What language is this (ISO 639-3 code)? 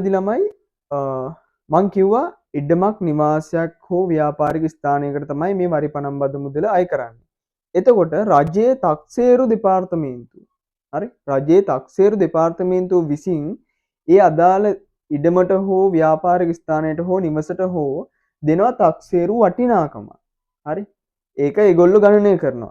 sin